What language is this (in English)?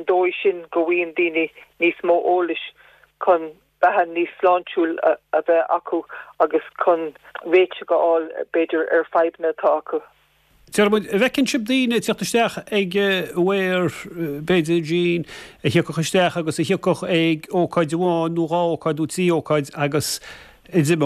Irish